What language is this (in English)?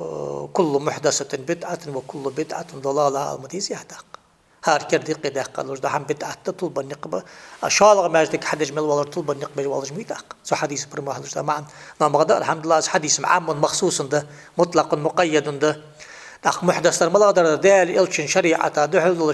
Ingush